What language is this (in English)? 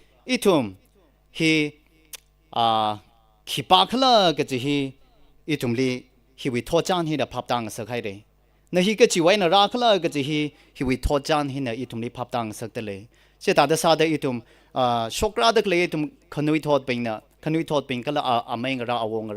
Tangkhul Naga (India)